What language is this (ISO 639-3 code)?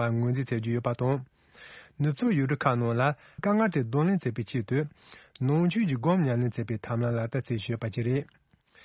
bod